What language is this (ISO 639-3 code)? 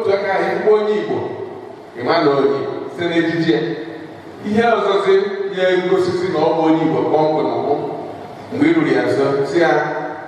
ibo